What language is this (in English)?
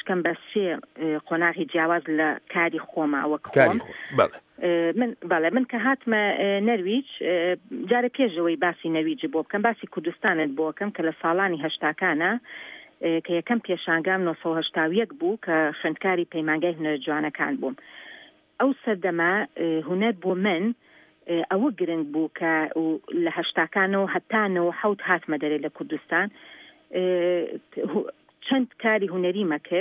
Central Kurdish